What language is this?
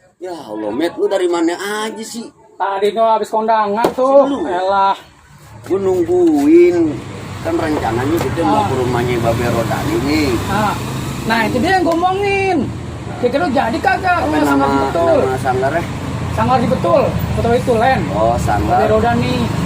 Betawi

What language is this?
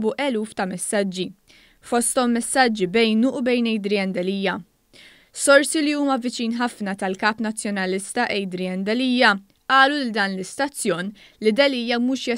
Maltese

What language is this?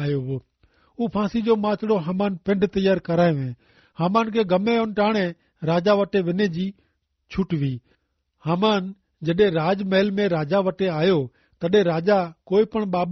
Kachhi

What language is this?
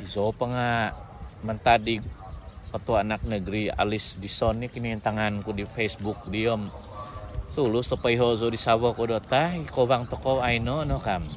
Central Dusun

